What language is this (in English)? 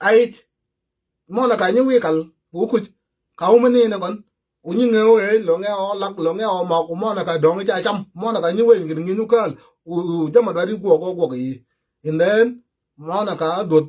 Nuer